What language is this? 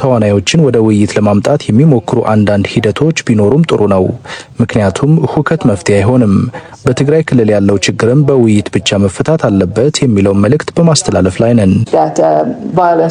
Amharic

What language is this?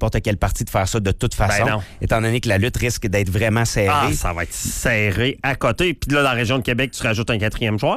French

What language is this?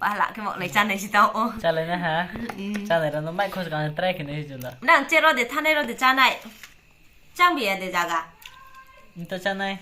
Riang (India)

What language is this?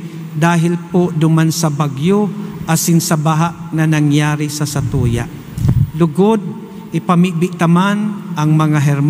Bikol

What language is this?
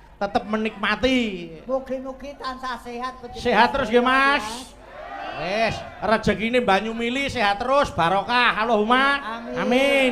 Javanese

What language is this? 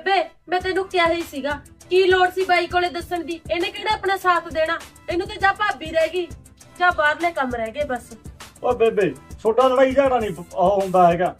Punjabi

